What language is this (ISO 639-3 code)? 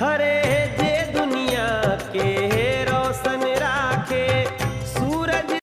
mai